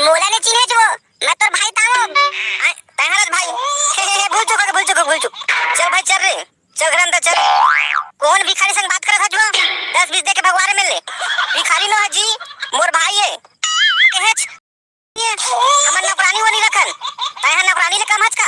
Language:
Chhattisgarhi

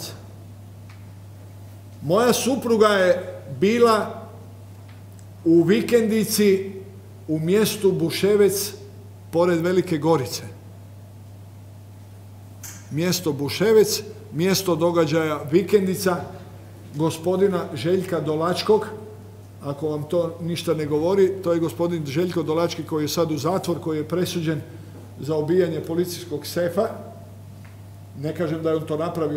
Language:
Croatian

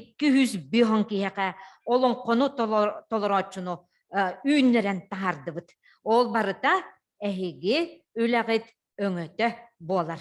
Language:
Yakut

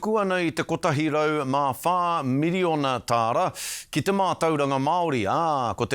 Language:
Māori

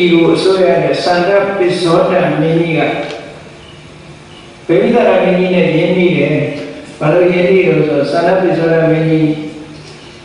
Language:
Burmese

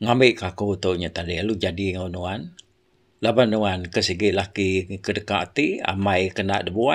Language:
Iban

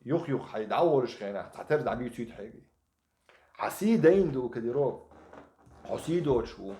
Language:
Chechen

